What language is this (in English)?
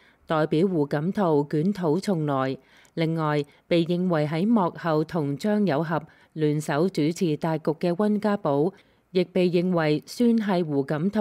Cantonese